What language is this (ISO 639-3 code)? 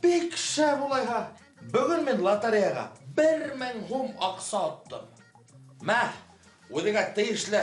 bak